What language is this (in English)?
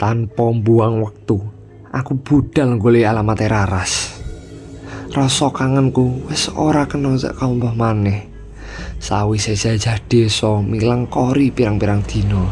Javanese